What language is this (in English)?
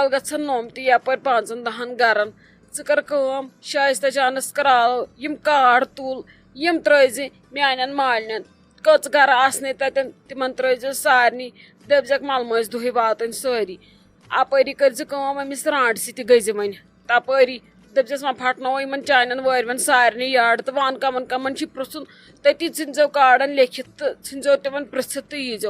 Kashmiri